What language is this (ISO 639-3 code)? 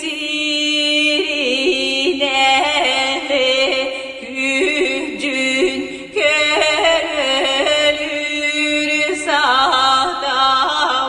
sah